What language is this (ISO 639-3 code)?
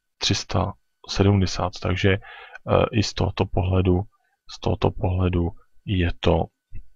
ces